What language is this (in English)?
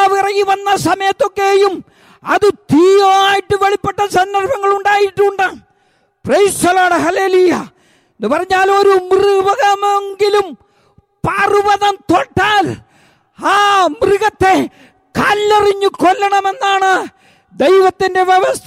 Malayalam